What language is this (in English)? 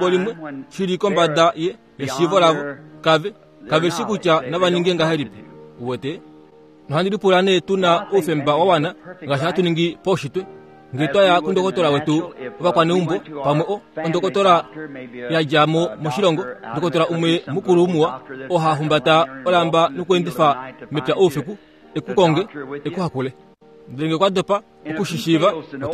Kuanyama